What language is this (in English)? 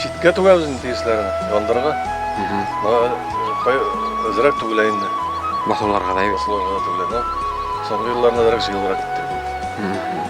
Bashkir